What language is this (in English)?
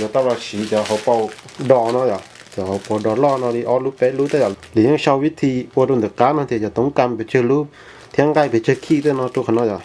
Hmong